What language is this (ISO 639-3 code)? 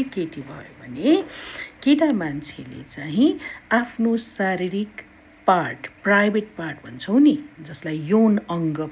nep